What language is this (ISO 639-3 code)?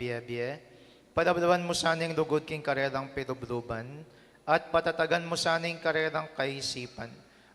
pam